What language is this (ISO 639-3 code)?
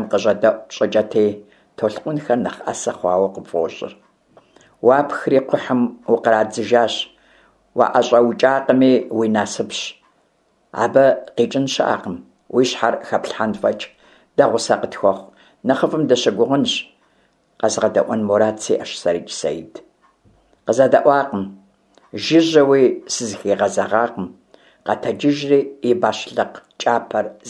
kbd